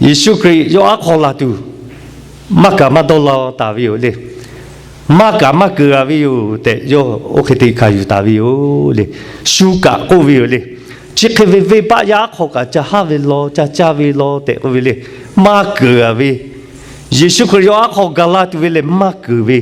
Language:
Lahu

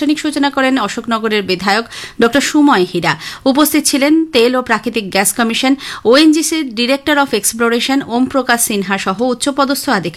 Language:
Bangla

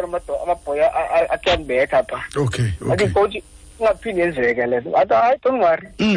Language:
Xhosa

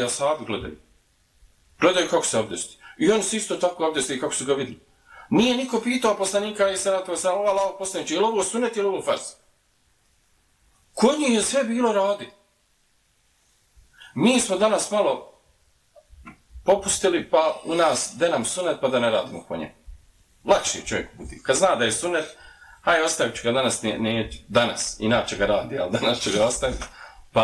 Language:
Bosnian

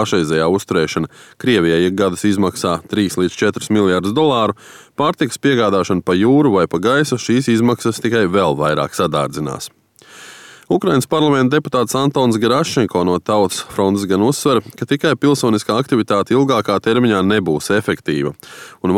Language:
Latvian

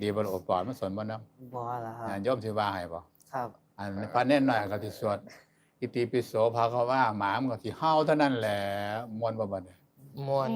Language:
Northeastern Thai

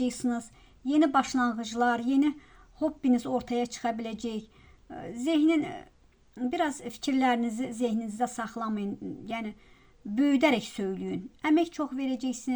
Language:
Azerbaijani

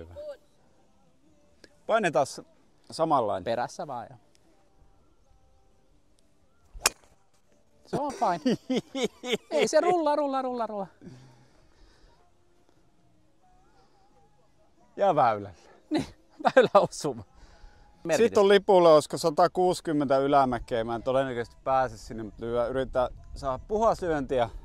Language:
Finnish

